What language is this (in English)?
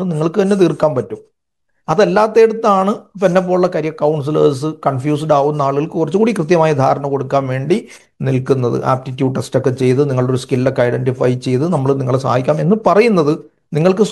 Malayalam